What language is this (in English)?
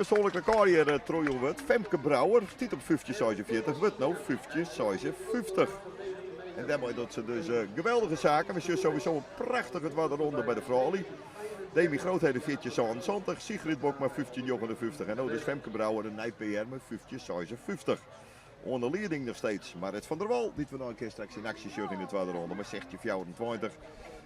Western Frisian